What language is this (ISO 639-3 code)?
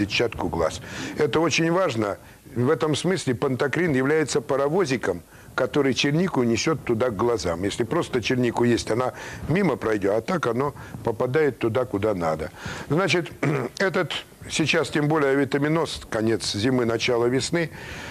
rus